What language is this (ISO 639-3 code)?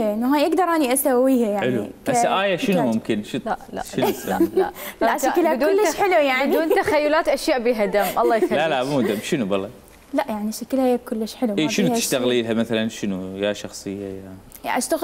acm